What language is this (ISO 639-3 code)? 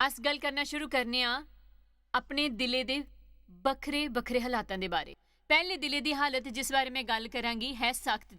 doi